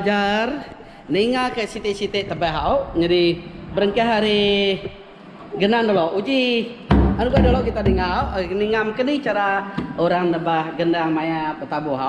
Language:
Iban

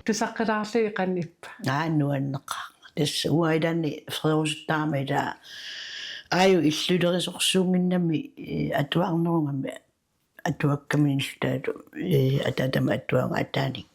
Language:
Kalaallisut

